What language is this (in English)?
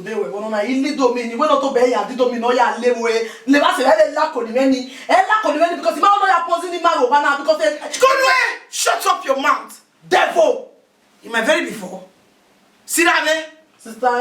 Bini